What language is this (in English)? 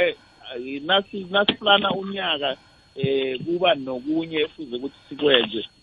South Ndebele